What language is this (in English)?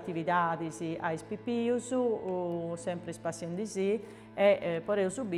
Sardinian